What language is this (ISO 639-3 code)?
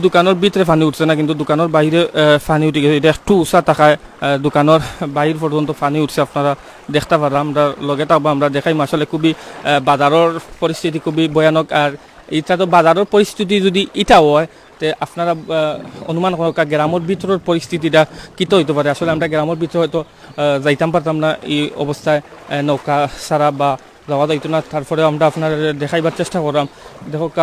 syl